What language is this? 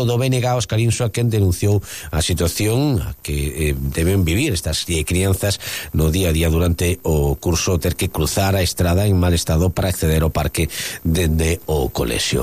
Galician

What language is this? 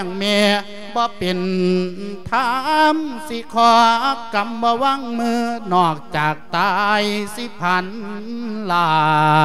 Lao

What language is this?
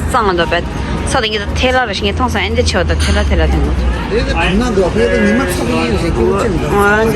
Tibetan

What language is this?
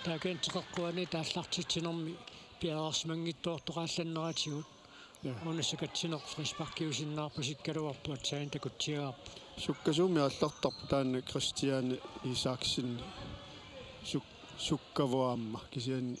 Kalaallisut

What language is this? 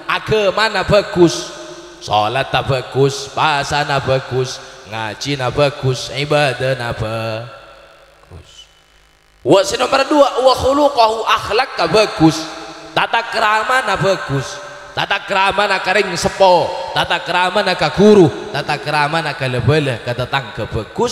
Madurese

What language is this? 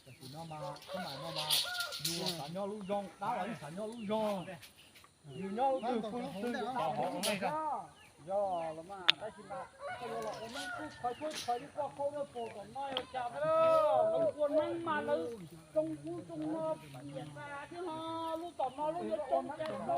Hmong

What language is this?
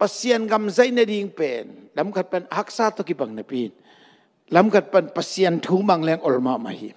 Tedim Chin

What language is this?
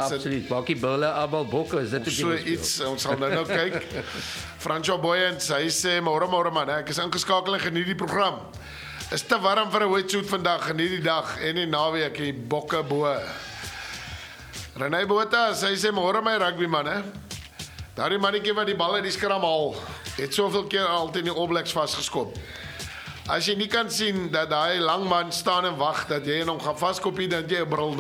Afrikaans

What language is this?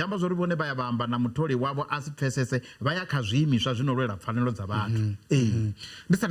Venda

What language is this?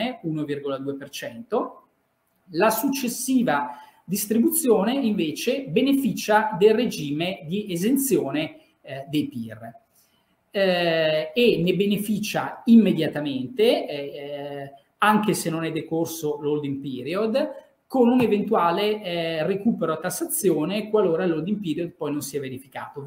Italian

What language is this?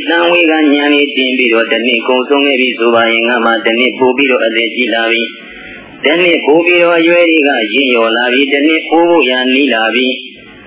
Burmese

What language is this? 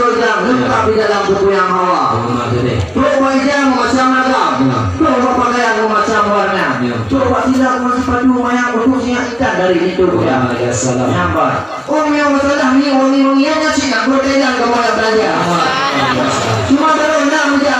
Achinese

